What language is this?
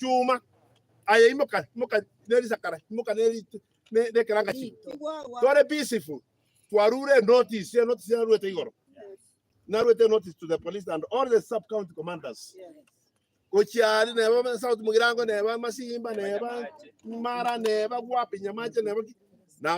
Gusii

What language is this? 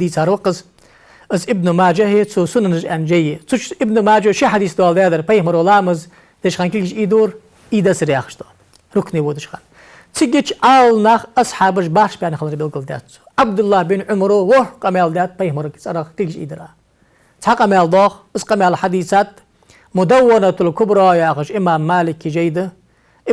Ingush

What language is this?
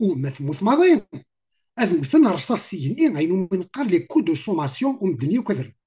Kabyle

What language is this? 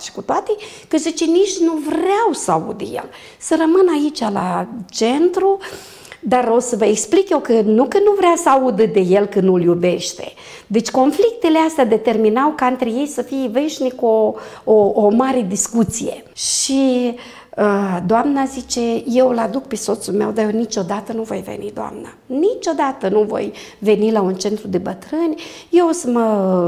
Romanian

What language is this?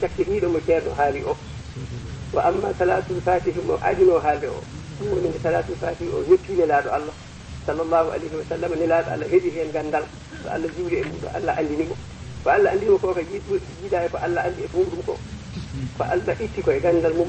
Fula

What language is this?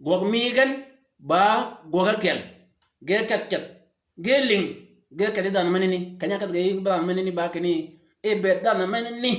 Shilluk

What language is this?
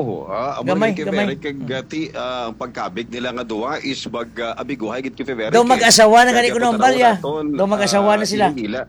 Hiligaynon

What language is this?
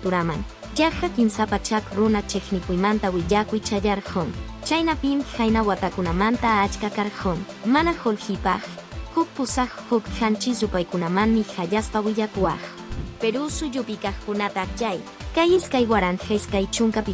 Quechua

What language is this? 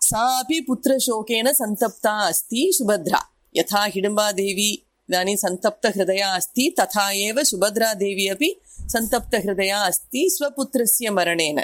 Sanskrit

